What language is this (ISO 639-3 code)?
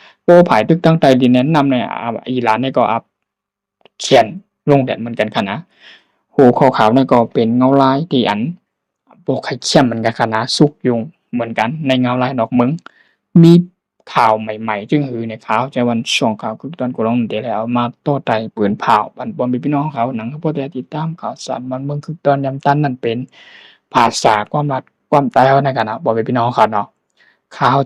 shn